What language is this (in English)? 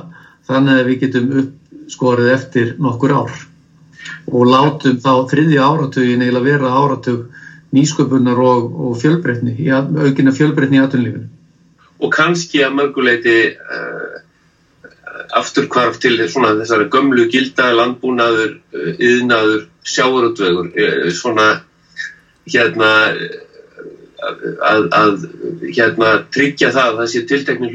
Icelandic